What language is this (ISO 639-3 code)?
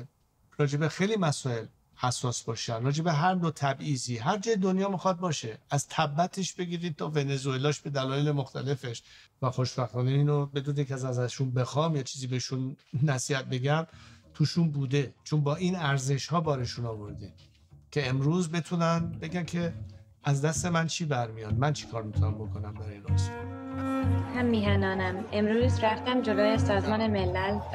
fas